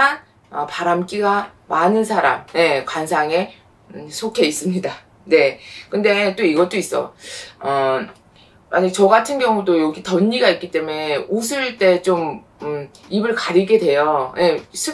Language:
Korean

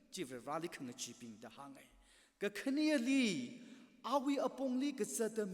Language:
Tangkhul Naga (India)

